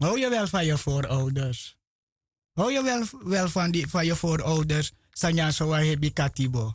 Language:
Sranan Tongo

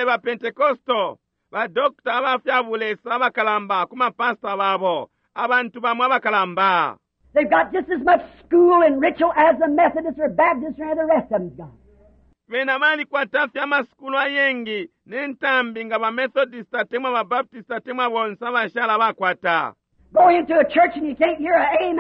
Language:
Bemba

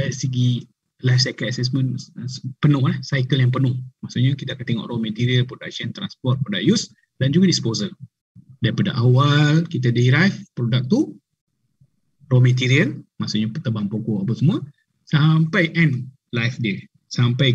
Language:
Malay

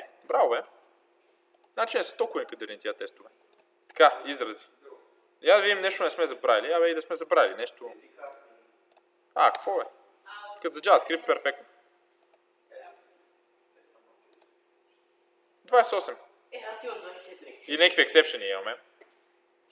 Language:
Bulgarian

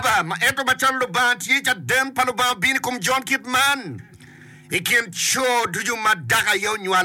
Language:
Acoli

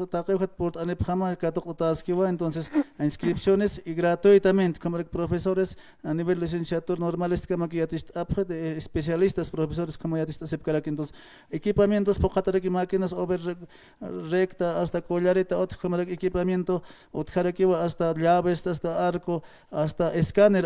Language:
Aymara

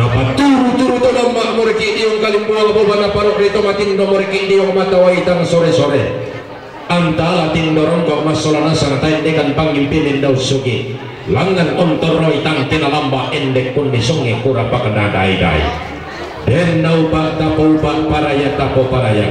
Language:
Toraja-Sa'dan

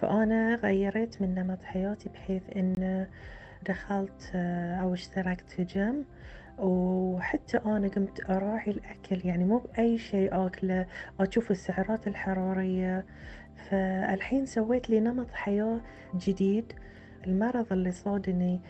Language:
Gulf Arabic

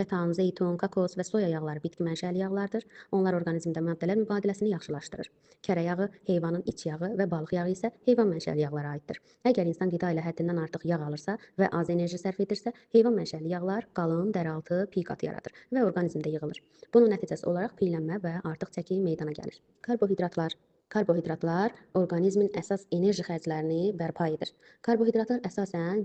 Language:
Azerbaijani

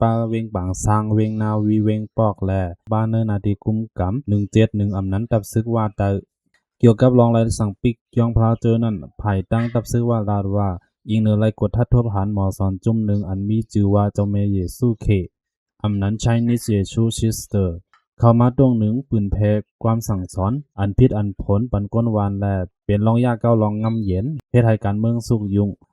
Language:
Shan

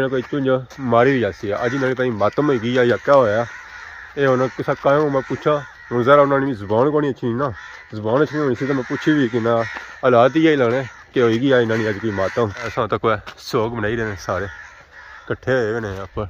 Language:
Pahari-Potwari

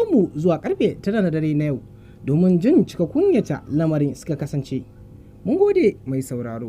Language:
Hausa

